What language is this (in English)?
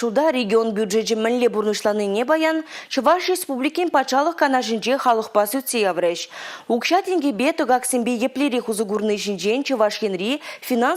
Chuvash